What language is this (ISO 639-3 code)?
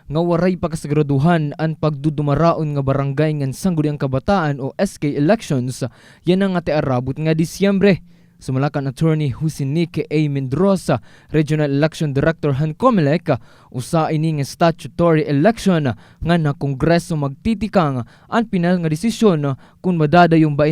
war